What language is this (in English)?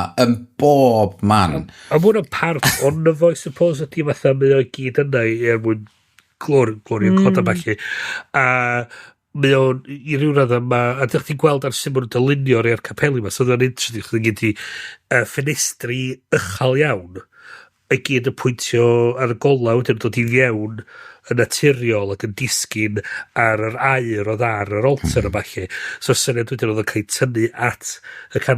Welsh